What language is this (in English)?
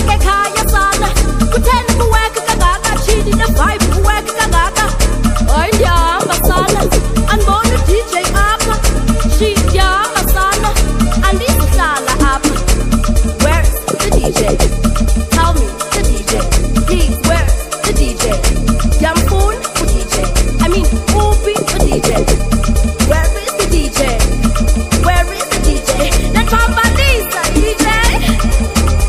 Swahili